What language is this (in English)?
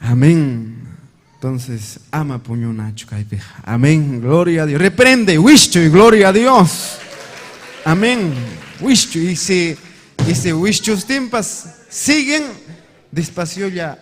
Ayacucho Quechua